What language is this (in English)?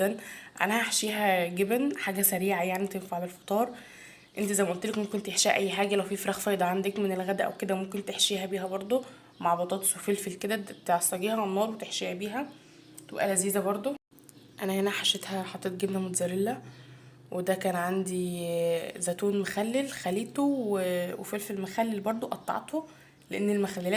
Egyptian Arabic